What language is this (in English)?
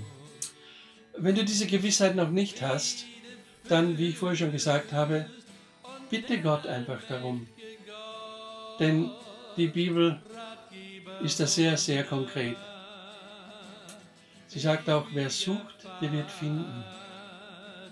German